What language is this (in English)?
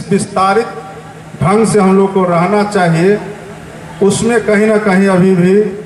Hindi